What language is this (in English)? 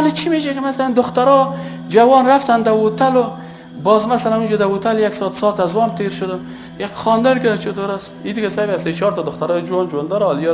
Persian